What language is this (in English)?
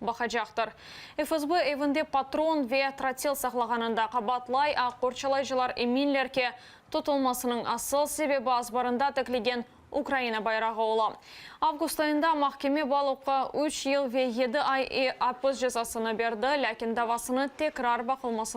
Crimean Tatar